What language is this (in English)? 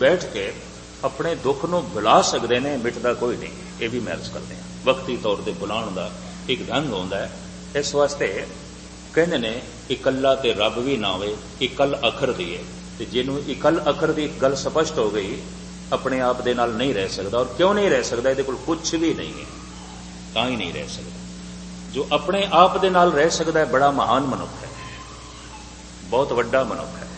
Punjabi